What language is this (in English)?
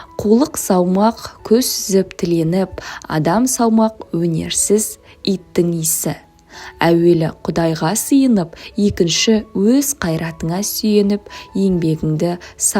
Kazakh